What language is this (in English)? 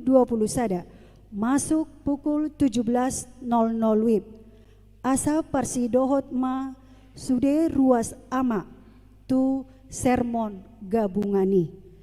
Batak Toba